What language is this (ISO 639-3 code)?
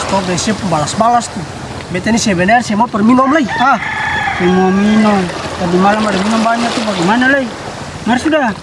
abs